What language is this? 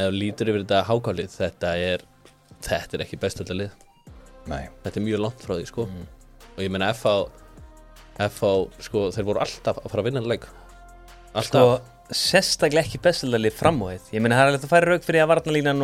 Icelandic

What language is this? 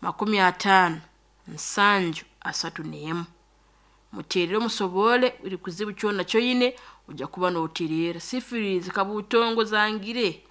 Nyankole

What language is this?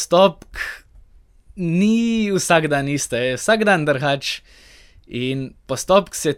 Slovenian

